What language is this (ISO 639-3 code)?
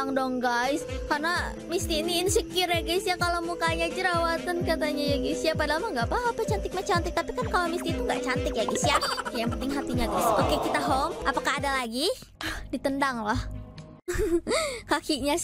ind